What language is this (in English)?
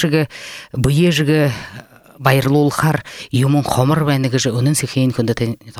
Buriat